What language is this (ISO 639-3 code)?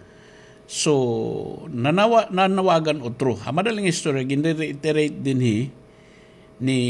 war